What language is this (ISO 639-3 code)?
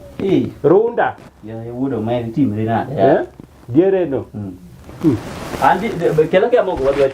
luo